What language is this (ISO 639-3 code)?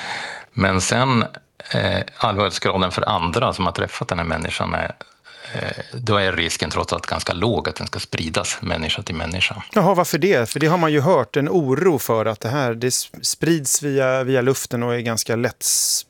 swe